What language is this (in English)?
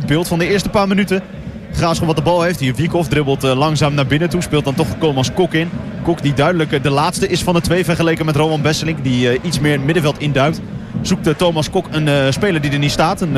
Dutch